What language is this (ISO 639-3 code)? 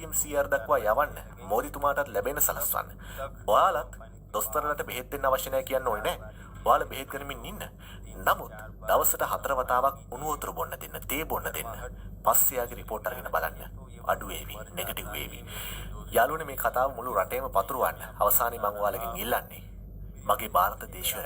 sin